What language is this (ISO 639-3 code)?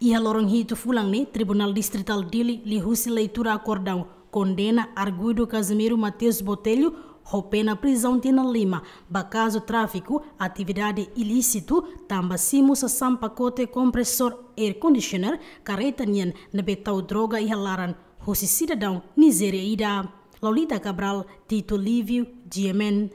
tet